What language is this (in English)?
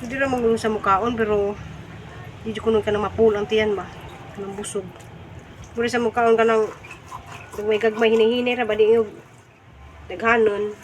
Cebuano